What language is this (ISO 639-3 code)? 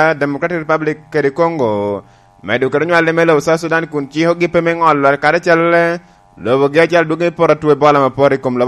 laj